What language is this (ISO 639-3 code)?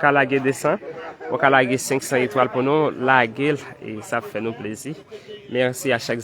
hat